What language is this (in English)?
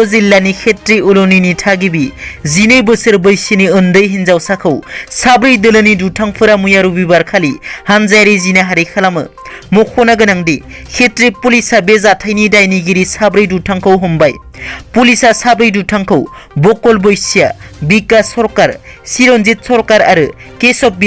Bodo